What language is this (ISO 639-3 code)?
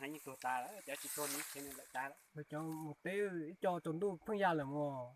hmn